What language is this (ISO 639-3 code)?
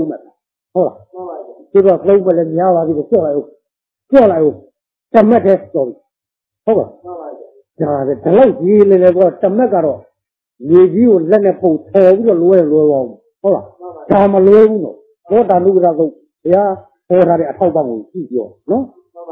mya